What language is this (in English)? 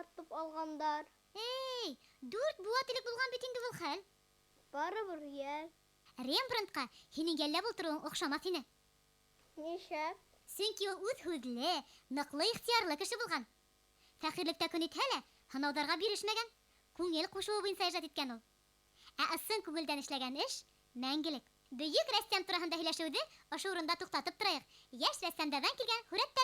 Bashkir